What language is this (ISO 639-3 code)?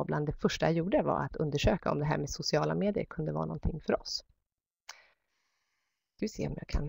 swe